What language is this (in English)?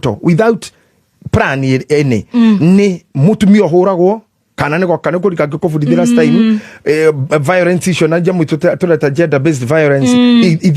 Kikuyu